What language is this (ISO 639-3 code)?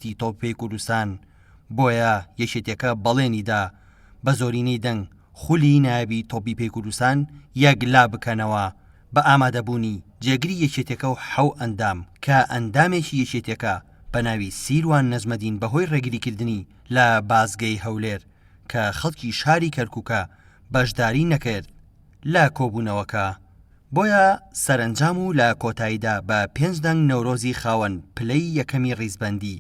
ckb